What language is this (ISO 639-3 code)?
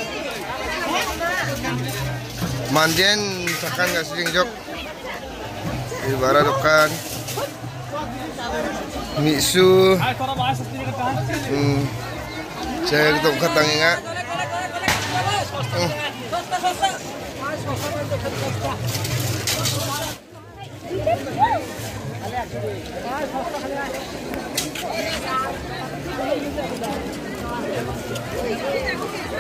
msa